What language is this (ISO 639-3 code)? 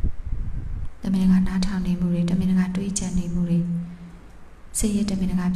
mya